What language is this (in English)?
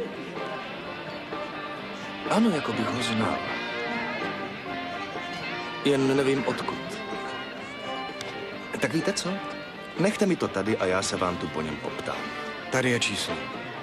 Czech